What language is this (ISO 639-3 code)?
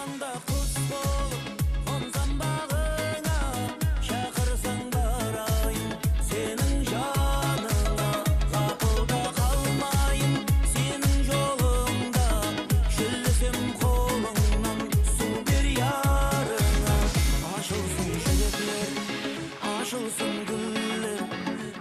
kaa